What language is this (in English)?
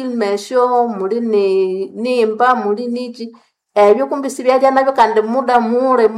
Nande